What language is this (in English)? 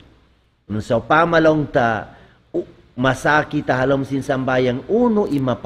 Tausug